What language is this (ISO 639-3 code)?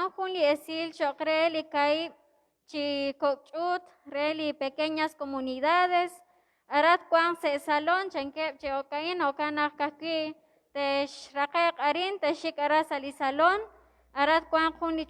kek